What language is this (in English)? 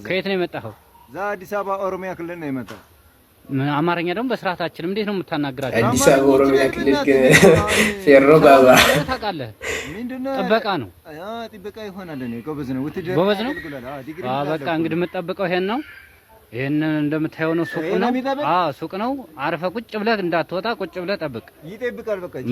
Amharic